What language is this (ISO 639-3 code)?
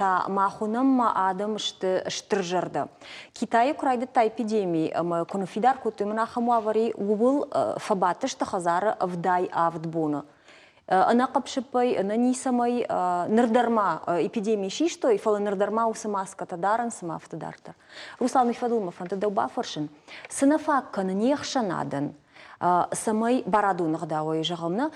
oss